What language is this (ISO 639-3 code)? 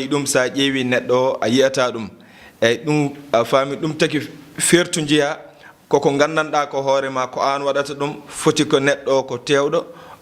ful